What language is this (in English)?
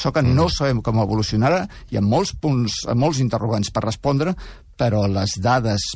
Catalan